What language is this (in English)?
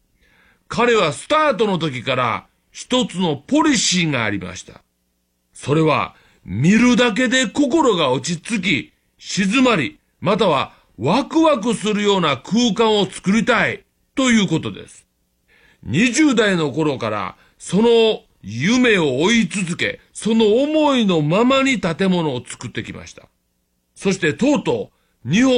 Japanese